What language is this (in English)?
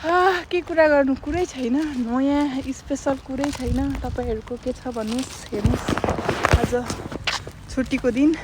Nepali